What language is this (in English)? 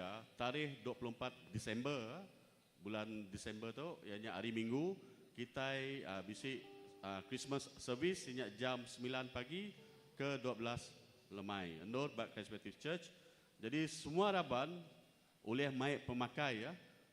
Iban